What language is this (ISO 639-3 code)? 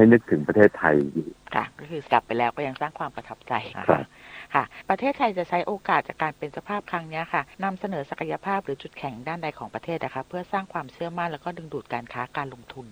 tha